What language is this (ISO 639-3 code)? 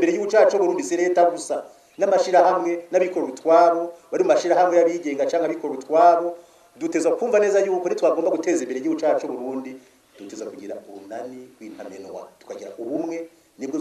run